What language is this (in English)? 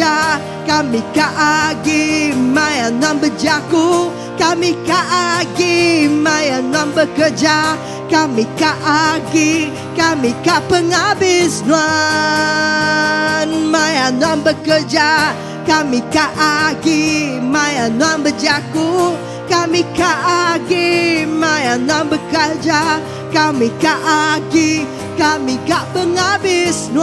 Iban